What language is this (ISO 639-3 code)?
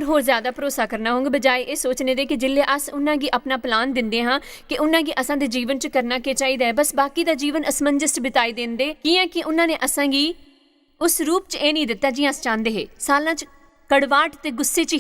doi